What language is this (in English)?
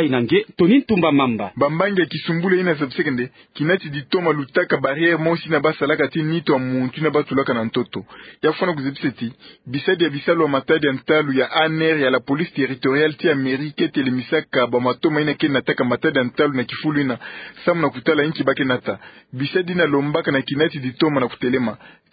Kituba (Democratic Republic of Congo)